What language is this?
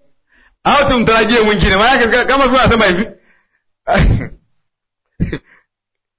Swahili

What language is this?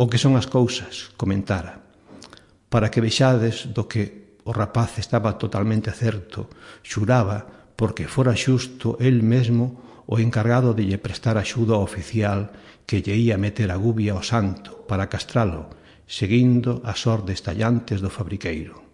Galician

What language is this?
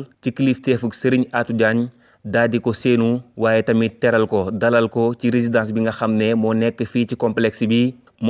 Wolof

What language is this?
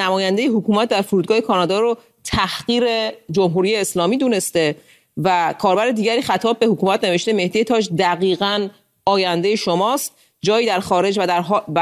Persian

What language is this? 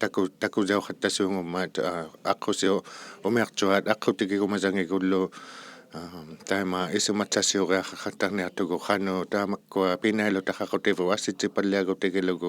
Inuktitut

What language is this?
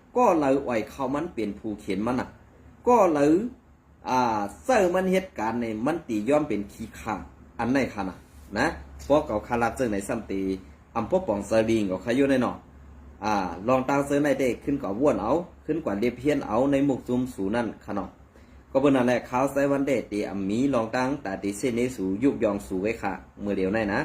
Shan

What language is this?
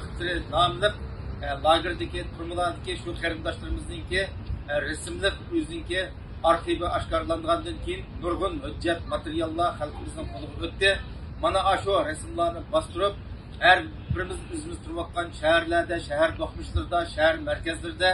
Uyghur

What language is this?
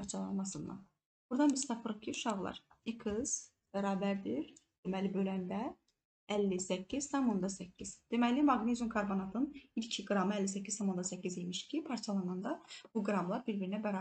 Azerbaijani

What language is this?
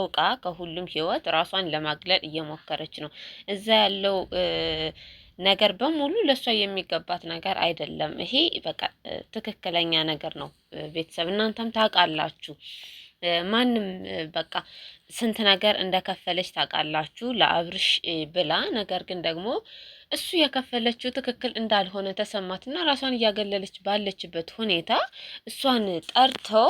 Amharic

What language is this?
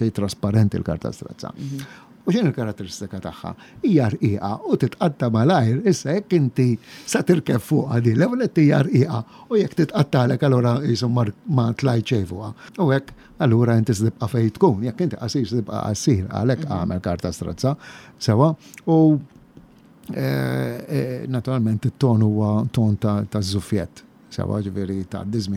Maltese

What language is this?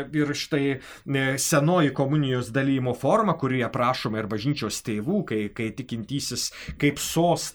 Lithuanian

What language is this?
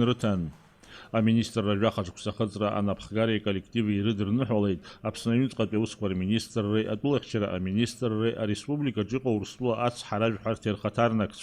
Abkhazian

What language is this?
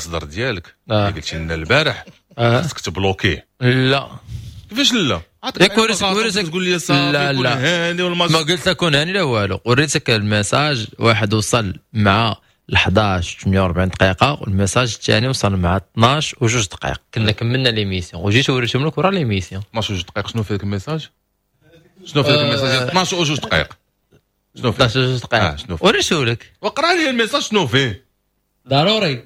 Moroccan Arabic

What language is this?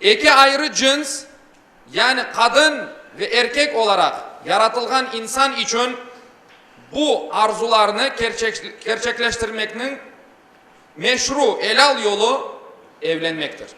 Crimean Tatar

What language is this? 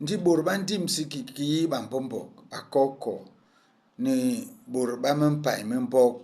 Basaa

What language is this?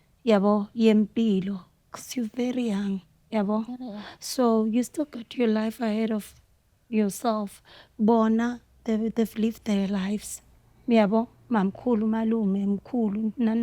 Zulu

